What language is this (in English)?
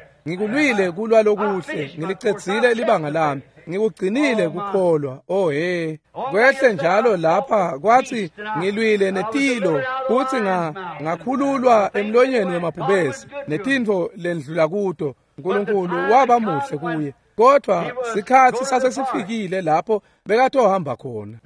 Swati